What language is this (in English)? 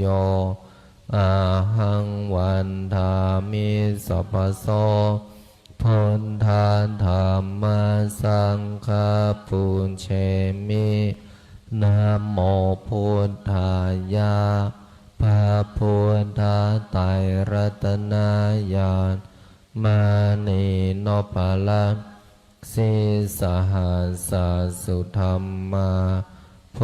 Pali